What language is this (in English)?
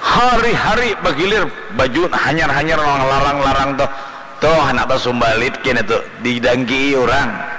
Banjar